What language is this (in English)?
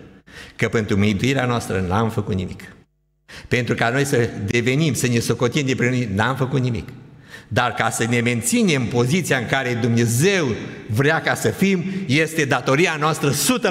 Romanian